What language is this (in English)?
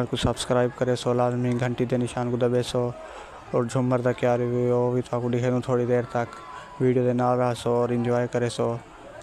Saraiki